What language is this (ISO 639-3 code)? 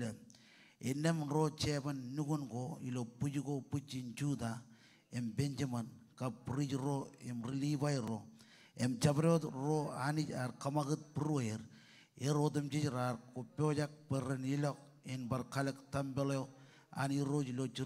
mah